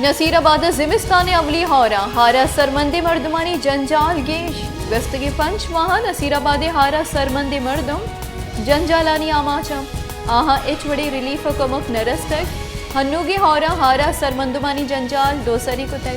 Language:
Baluchi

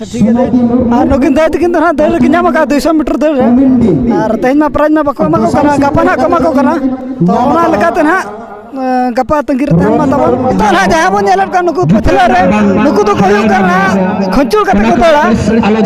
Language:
Santali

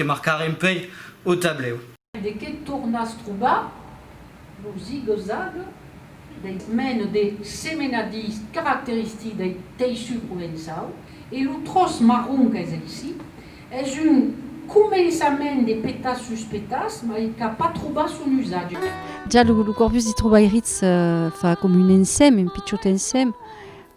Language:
Occitan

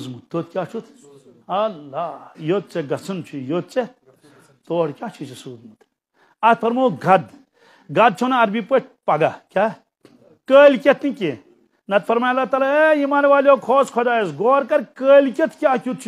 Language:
Kashmiri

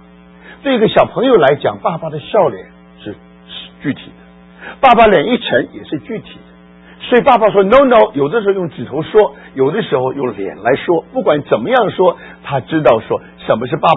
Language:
Chinese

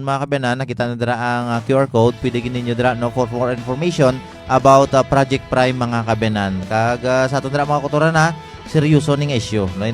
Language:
Hiligaynon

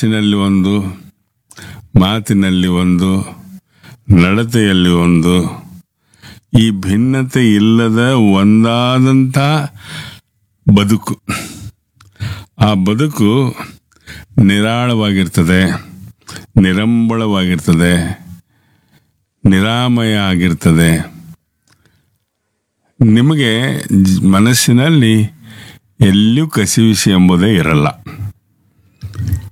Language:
Kannada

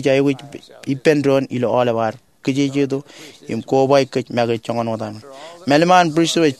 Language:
Marshallese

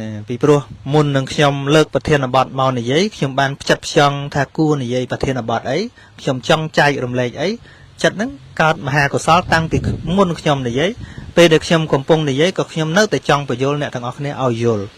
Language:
Khmer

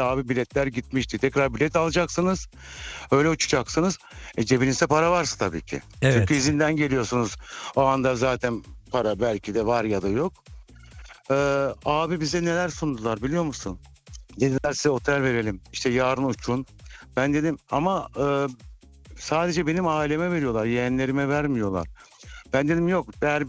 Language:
Turkish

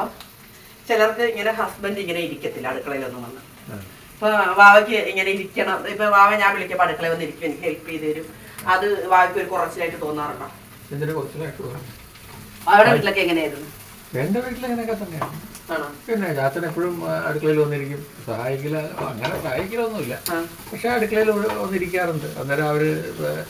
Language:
Malayalam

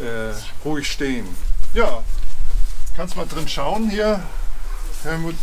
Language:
Bavarian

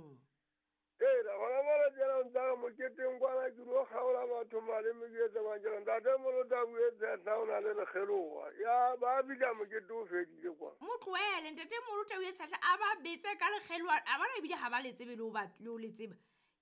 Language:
Southern Sotho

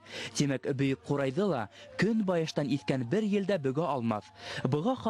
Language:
Bashkir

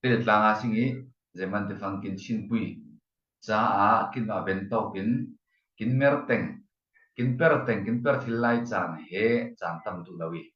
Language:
Falam Chin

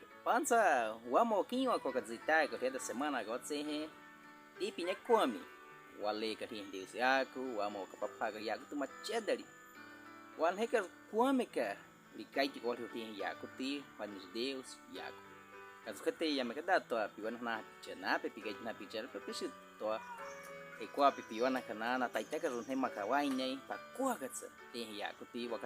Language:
Baniwa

